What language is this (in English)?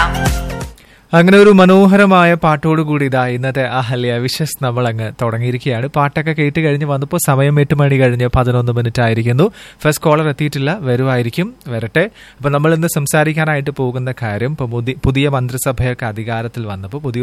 Malayalam